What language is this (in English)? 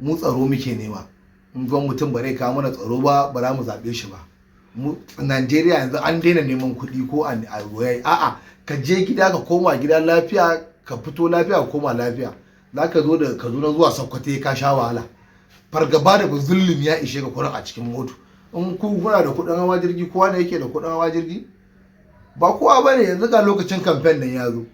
Hausa